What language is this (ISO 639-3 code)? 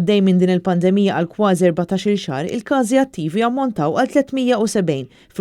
mlt